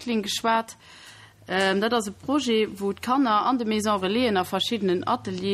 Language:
Luxembourgish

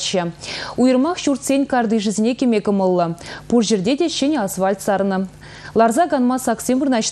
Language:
Chuvash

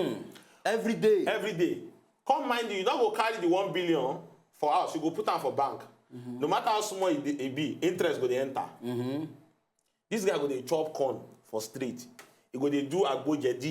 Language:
Nigerian Pidgin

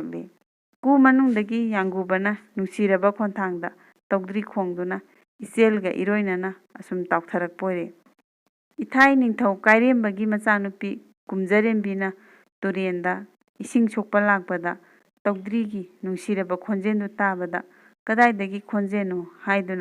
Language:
Manipuri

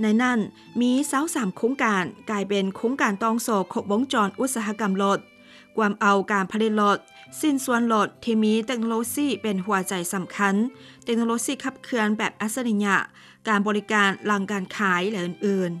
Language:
Lao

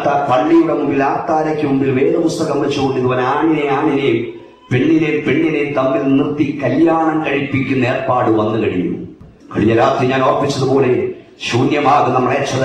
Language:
Malayalam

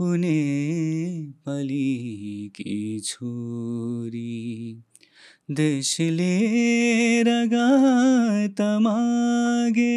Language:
Newari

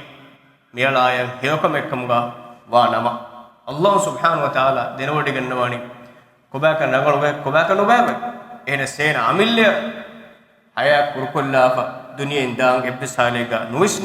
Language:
Divehi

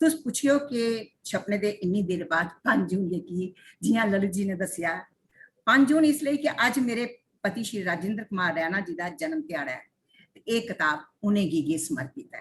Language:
Dogri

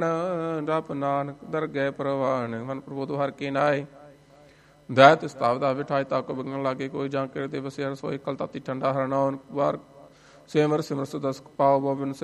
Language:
Punjabi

